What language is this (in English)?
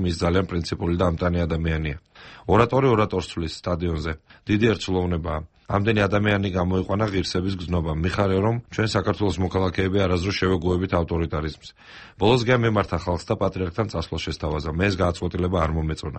Georgian